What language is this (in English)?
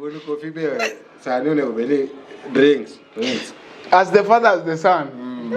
Luo (Kenya and Tanzania)